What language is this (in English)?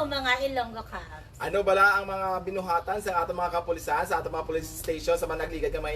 Hiligaynon